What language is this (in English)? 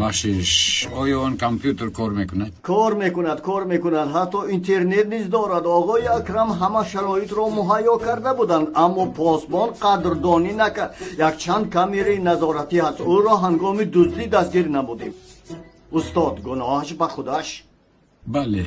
Tajik